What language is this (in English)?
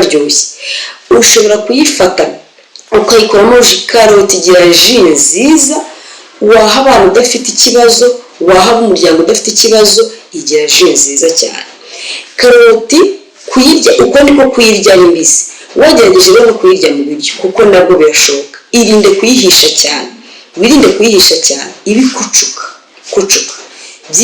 Kinyarwanda